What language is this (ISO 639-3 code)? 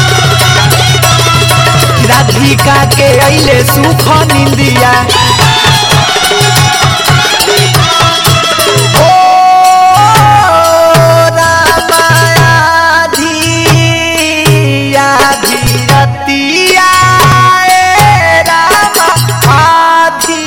bho